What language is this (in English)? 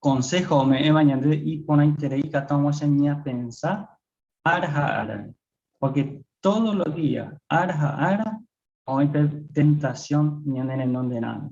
Guarani